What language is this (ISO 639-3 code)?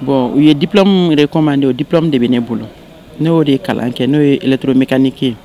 bam